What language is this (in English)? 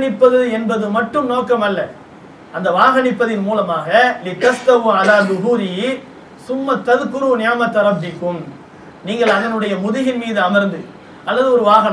Tamil